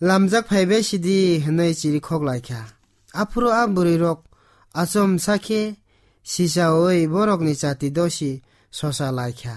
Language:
Kok Borok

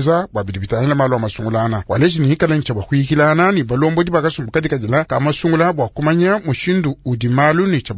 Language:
Luba-Lulua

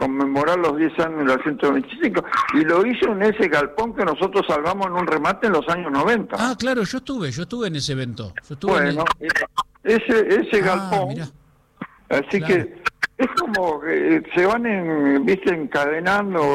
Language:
Spanish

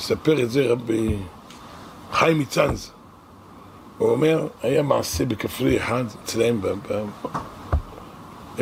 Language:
Hebrew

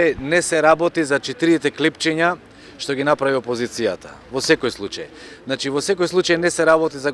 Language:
Macedonian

